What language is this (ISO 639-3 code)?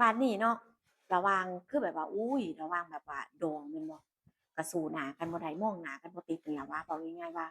tts